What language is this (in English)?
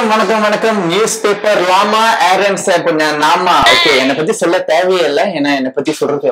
Tamil